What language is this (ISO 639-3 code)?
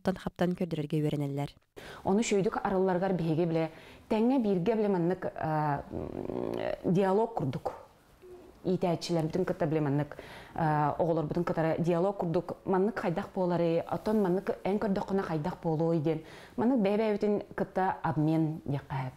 sah